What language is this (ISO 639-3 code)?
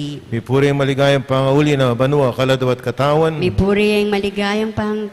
pam